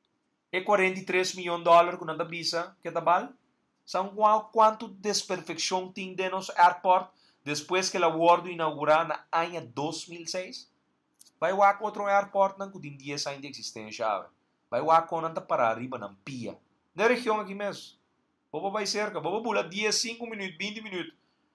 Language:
Papiamento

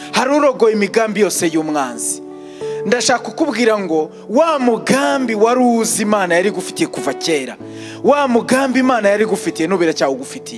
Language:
Kinyarwanda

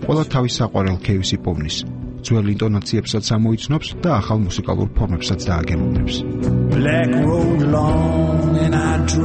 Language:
Georgian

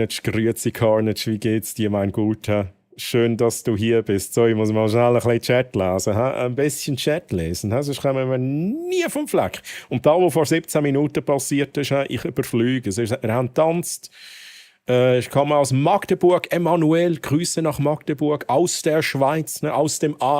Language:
Swiss German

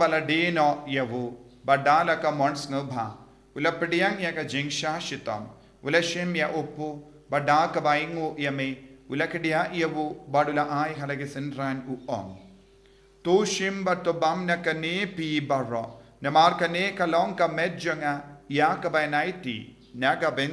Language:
Khasi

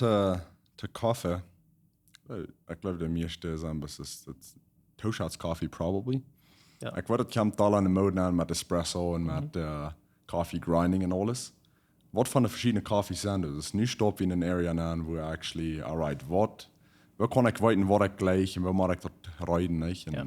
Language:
Plautdietsch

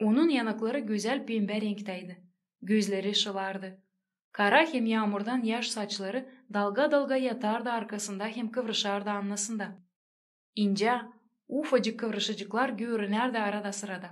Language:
Gagauz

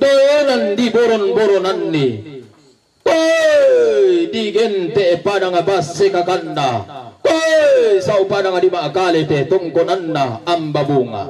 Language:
Toraja-Sa'dan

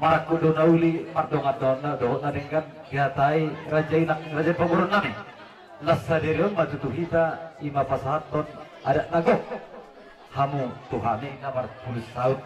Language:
Batak Toba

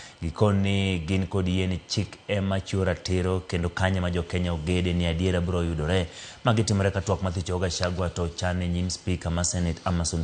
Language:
Luo (Kenya and Tanzania)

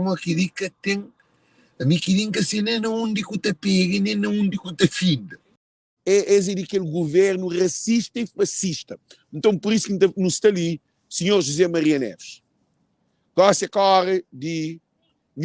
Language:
Kabuverdianu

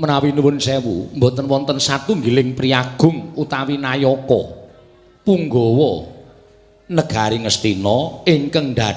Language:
Javanese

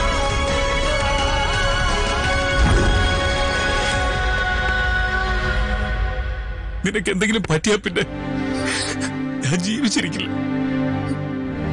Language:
Malayalam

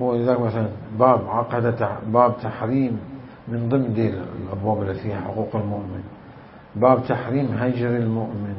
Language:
Mesopotamian Arabic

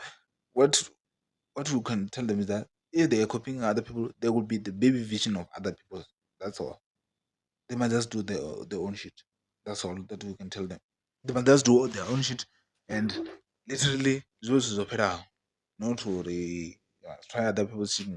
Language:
Venda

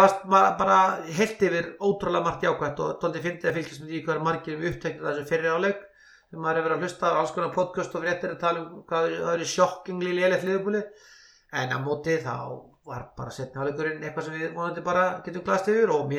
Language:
Icelandic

